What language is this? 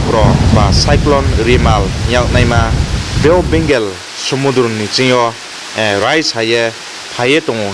Riang (India)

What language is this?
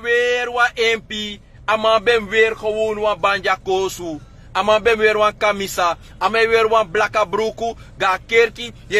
Sranan Tongo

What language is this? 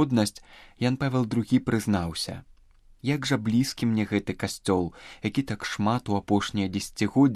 Belarusian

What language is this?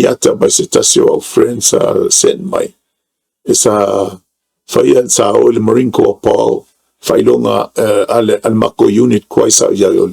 Samoan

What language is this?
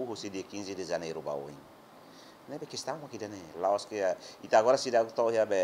Tetum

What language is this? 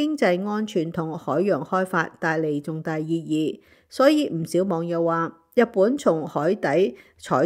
Cantonese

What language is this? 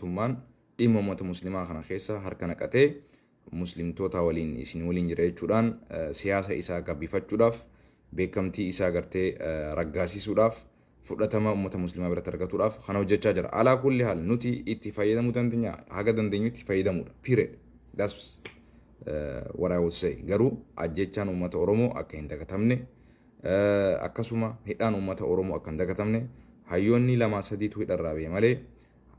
Oromo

